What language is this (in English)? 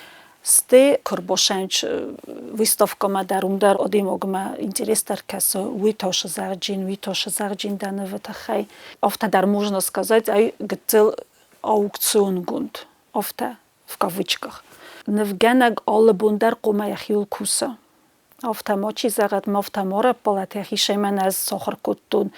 Ossetic